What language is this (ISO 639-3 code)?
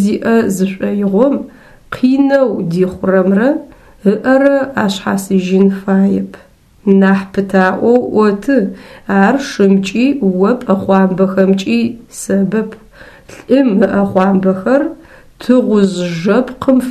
ady